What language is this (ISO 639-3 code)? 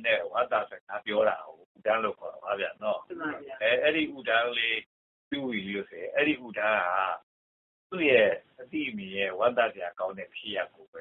mya